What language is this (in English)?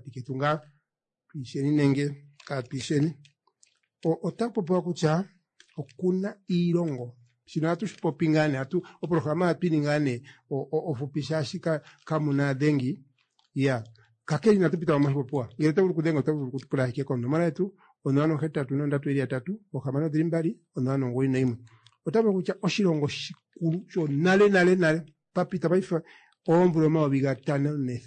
Kuanyama